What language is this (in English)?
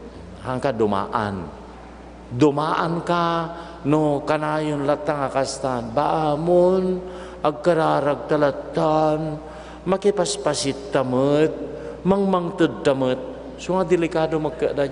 Iloko